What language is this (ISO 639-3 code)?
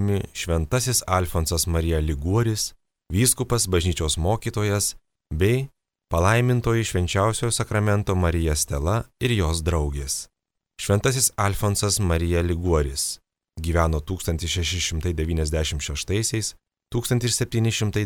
lit